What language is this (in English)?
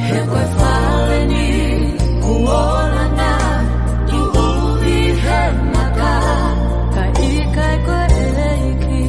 Tongan